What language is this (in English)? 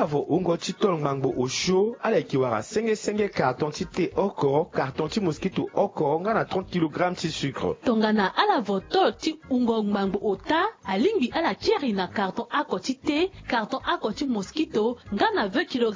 Sango